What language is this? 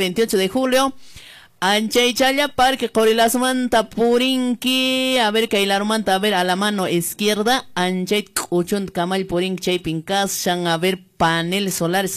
Quechua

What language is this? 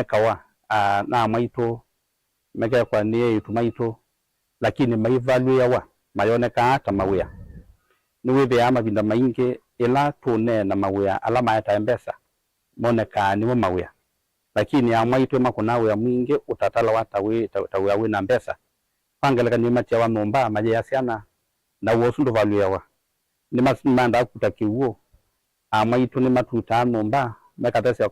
Kamba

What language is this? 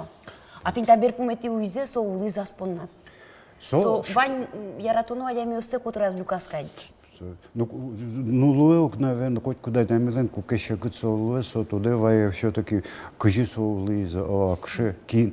Udmurt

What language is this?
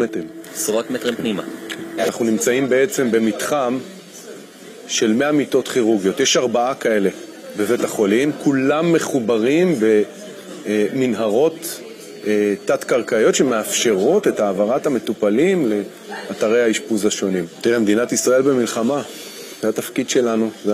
Hebrew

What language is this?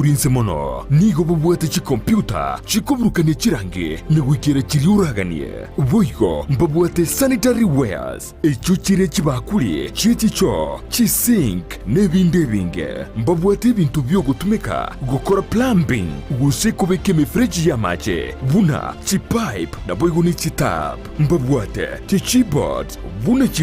Gusii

